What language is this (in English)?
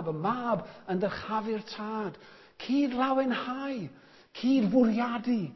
Welsh